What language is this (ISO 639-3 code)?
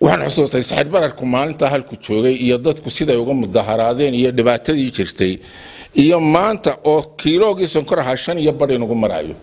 som